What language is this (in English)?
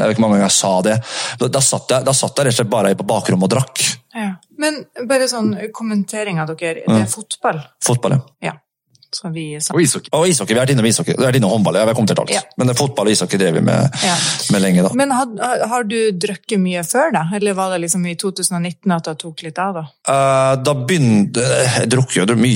Norwegian